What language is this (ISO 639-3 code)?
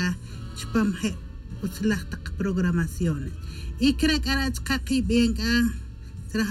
tzj